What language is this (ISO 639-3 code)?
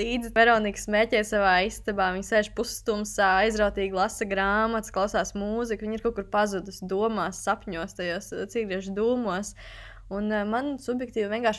lav